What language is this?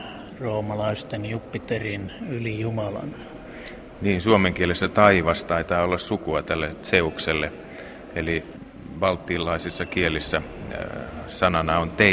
Finnish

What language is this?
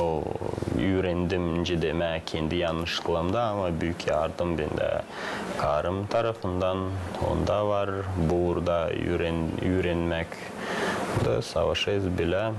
Gagauz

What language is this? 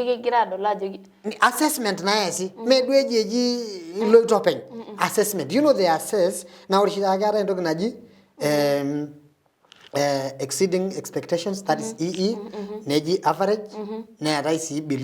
Masai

